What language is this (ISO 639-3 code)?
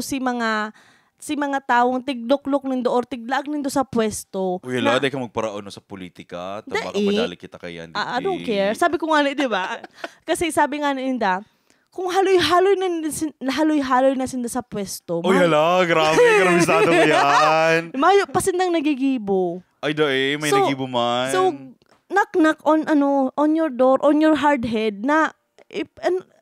bik